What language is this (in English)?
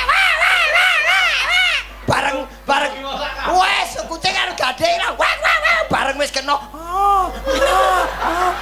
Javanese